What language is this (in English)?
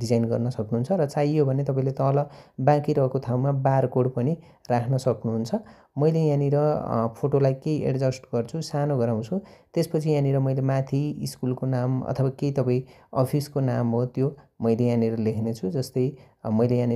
Nepali